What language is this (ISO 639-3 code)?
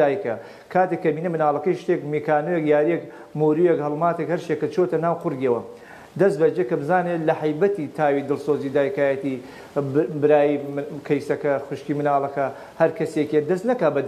ckb